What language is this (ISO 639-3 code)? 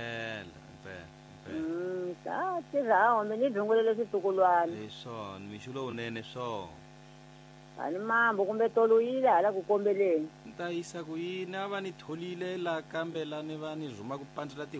tso